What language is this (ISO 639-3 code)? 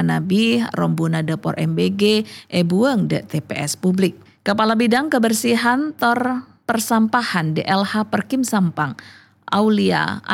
mad